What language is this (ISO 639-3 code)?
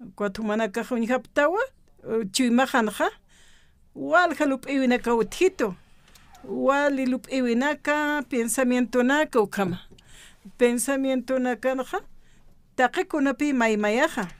aym